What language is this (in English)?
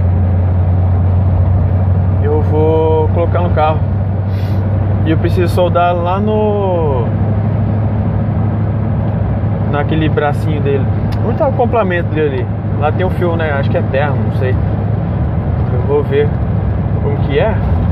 Portuguese